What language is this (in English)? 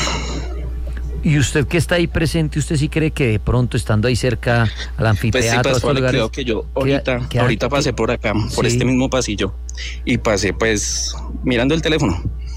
Spanish